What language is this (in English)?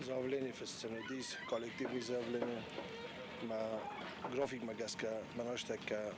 Ossetic